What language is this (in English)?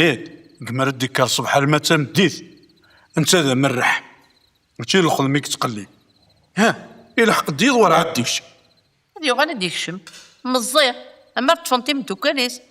Kabyle